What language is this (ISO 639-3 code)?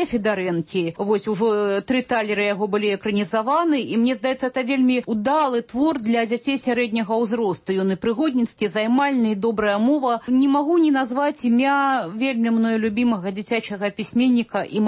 bel